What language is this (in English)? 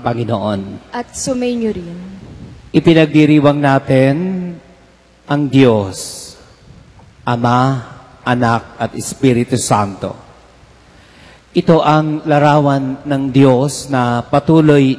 Filipino